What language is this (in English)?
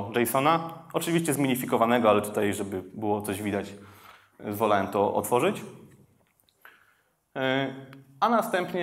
Polish